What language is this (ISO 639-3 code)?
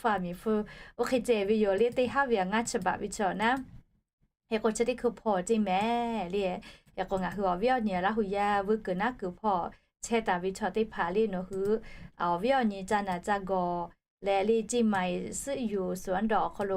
lhu